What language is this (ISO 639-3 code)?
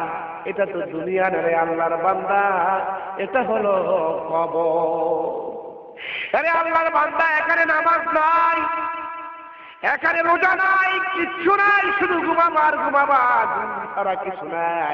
ben